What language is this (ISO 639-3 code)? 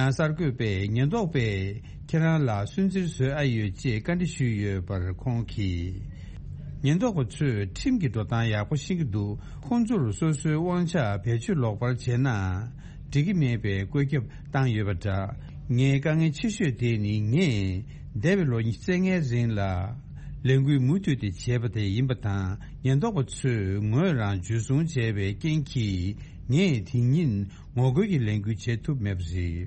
bod